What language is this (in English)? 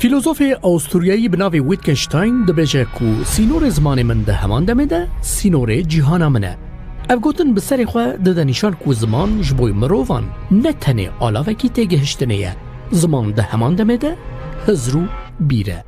Kurdish